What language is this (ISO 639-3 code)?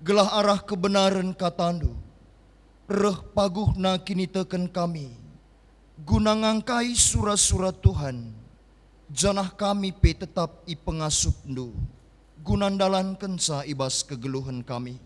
btx